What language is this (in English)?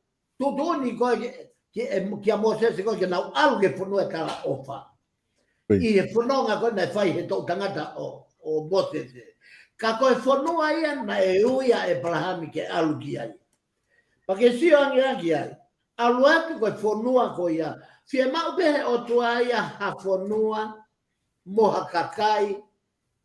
Tongan